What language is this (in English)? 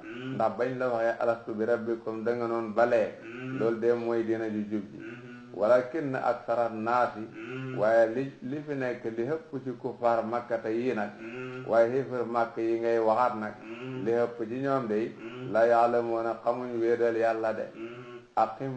Wolof